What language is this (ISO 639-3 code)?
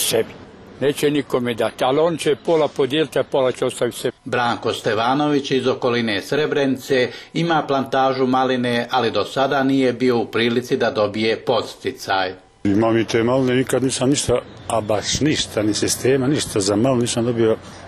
hrv